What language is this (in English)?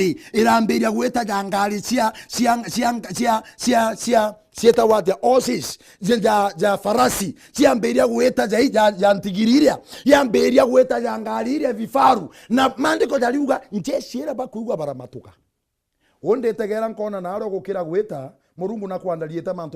Meru